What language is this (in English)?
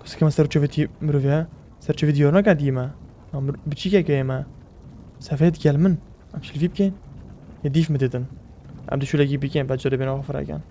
Kurdish